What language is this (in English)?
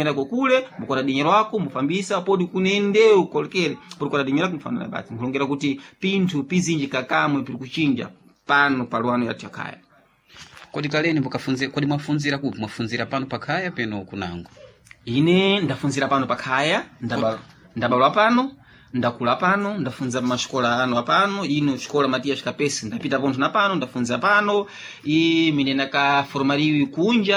Sena